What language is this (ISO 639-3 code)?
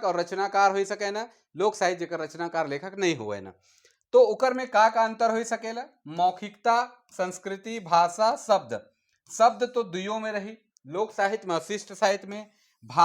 sck